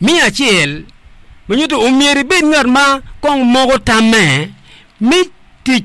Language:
Acoli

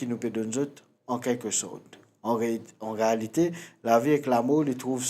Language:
Morisyen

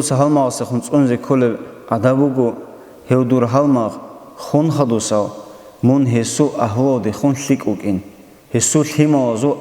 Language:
Avaric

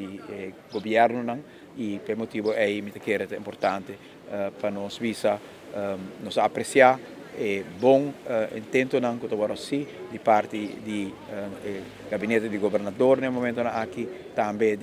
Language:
Papiamento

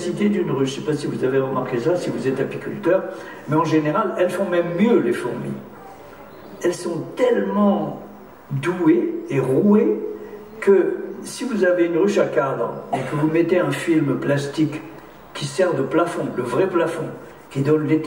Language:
French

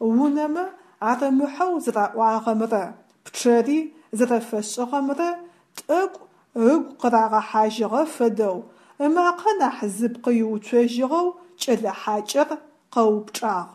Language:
Adyghe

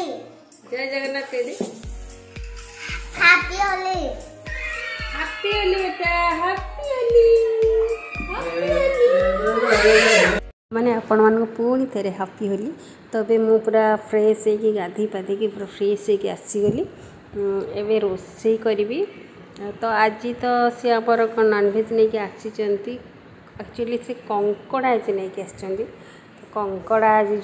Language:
Odia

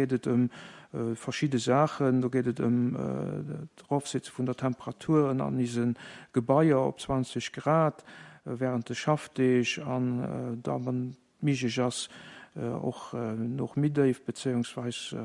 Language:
Luxembourgish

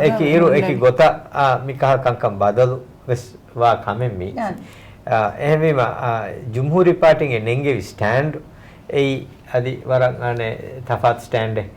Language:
Divehi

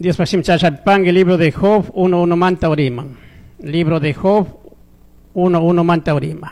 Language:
Chimborazo Highland Quichua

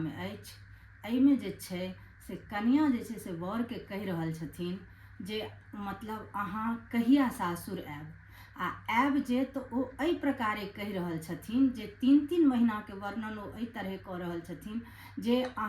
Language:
Maithili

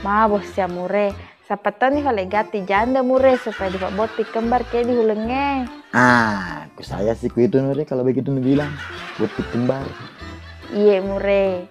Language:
Buginese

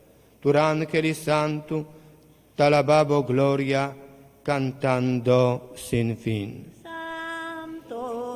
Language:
Papiamento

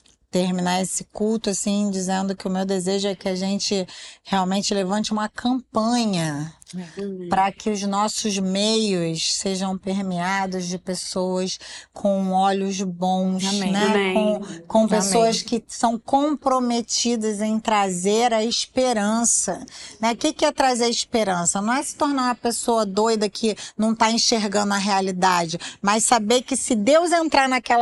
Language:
Portuguese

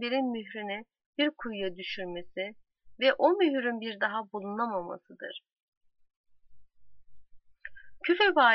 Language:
Turkish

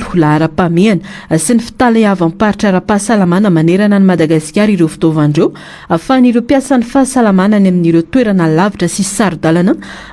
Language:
Malagasy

